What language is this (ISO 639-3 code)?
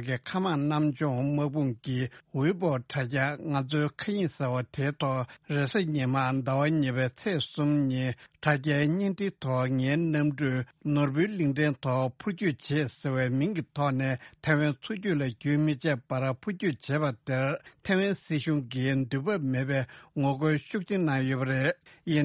bod